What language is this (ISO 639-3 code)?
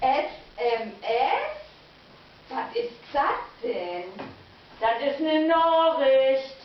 nds